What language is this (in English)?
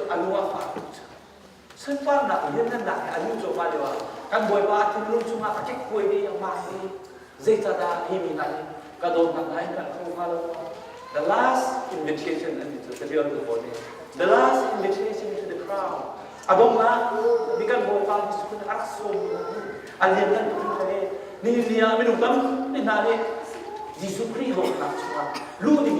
Hakha Chin